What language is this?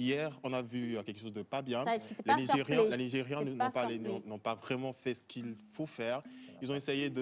French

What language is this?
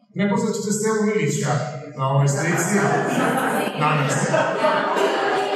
Serbian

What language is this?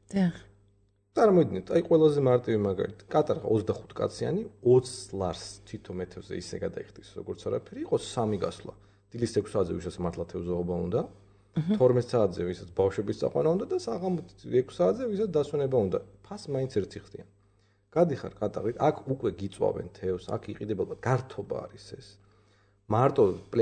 Georgian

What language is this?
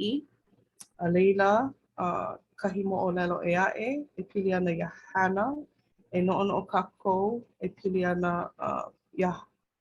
Hawaiian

